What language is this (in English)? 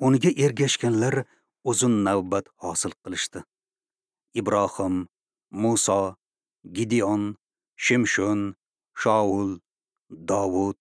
Uzbek